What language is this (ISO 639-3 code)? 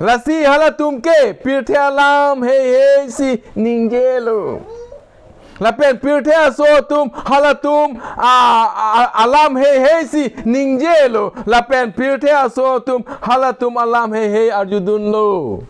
mjw